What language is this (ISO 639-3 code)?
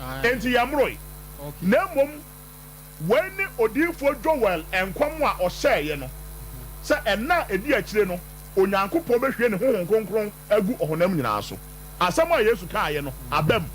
aka